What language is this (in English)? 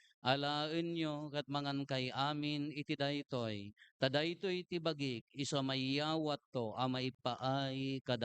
Iloko